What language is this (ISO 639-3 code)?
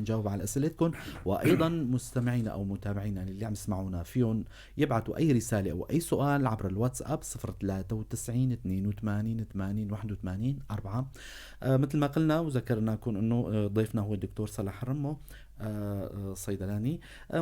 apc